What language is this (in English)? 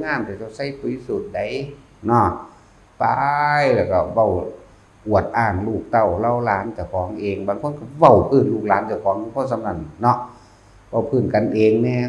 Lao